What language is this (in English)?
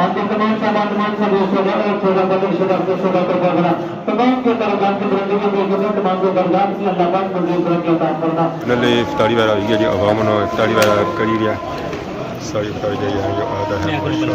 Pahari-Potwari